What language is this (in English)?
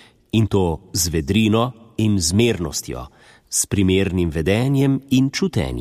Slovenian